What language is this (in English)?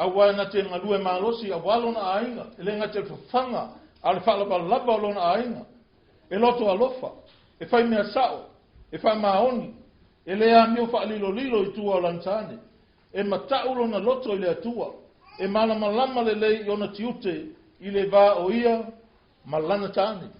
Samoan